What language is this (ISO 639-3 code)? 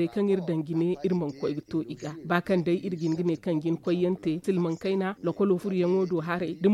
dje